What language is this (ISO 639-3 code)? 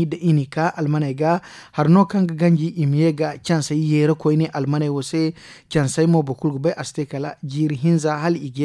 dje